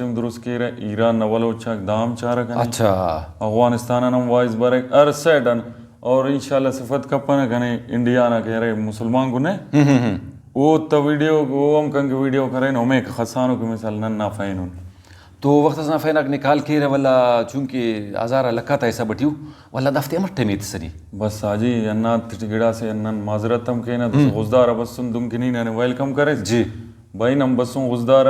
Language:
Brahui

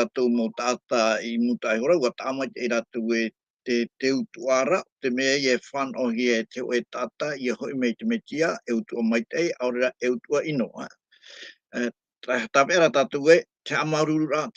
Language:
Tahitian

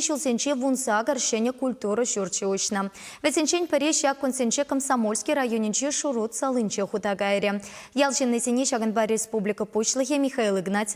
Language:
Chuvash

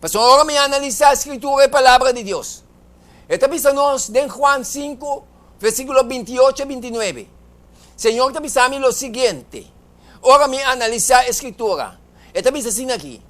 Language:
Papiamento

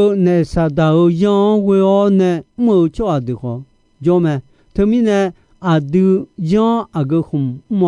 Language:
Akha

